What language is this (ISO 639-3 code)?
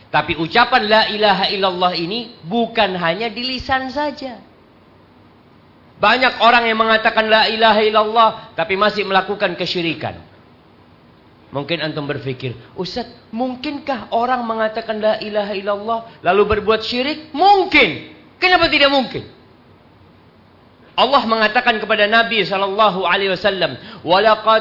ind